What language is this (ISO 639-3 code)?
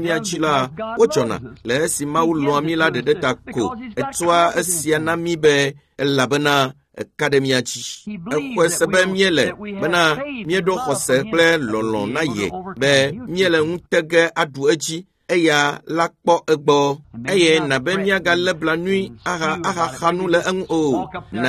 ewe